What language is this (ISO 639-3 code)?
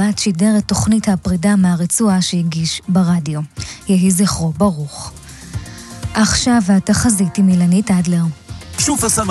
heb